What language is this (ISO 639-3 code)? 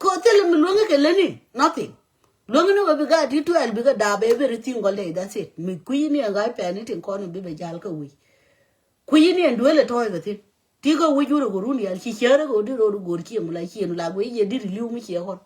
nus